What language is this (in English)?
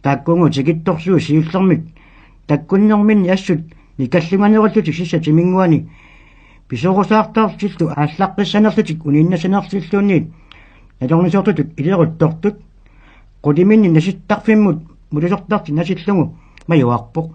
Kalaallisut